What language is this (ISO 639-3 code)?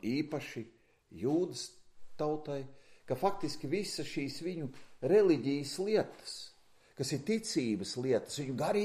lav